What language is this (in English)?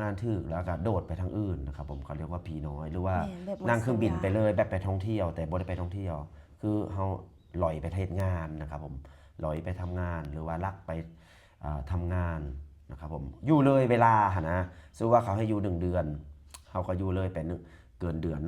Lao